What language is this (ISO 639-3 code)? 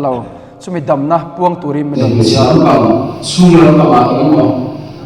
lus